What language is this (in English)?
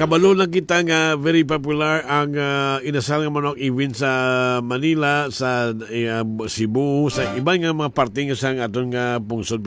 Hiligaynon